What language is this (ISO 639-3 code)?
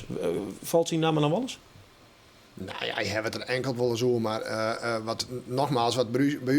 fry